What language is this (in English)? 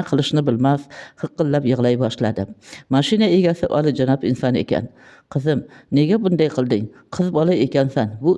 Uzbek